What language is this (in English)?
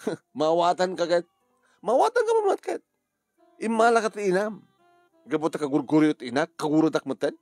Iloko